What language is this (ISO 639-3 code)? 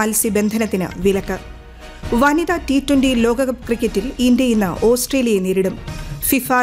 mal